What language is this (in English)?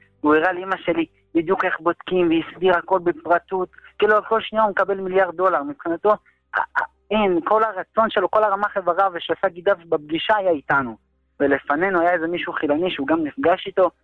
Hebrew